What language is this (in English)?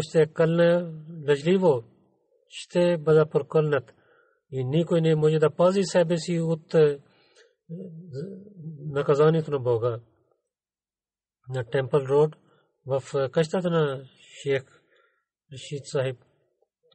Bulgarian